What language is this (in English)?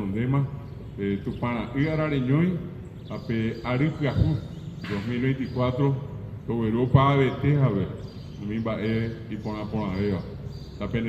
Guarani